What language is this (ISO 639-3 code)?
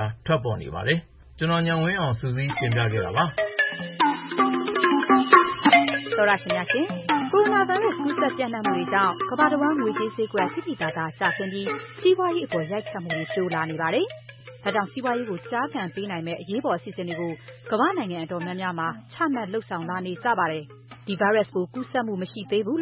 mya